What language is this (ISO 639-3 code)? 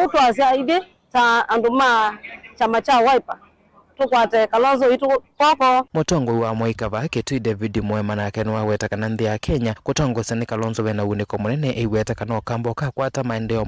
kam